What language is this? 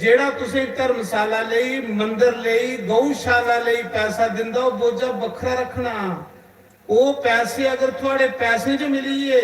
Dogri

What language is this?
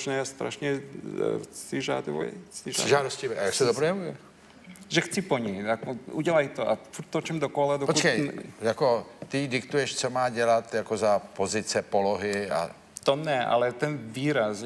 Czech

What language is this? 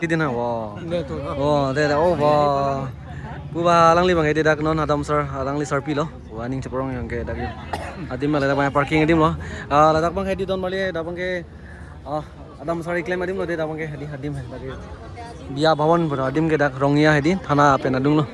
Karbi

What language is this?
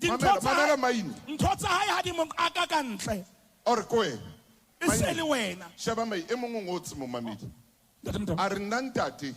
Southern Sotho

